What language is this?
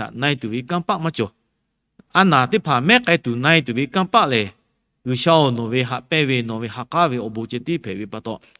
Lahu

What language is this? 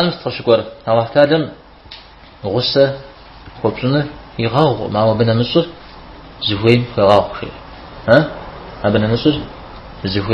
Kabardian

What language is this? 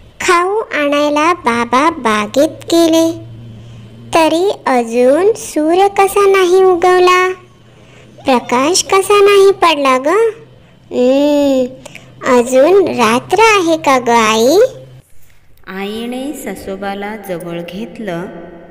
Marathi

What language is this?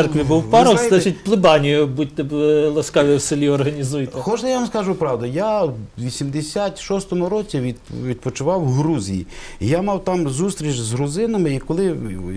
Ukrainian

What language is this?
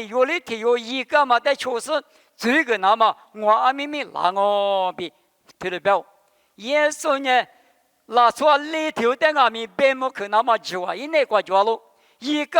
Lisu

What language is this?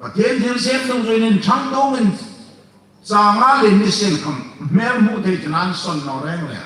Hmar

